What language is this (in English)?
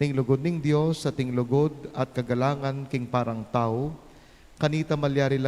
Pampanga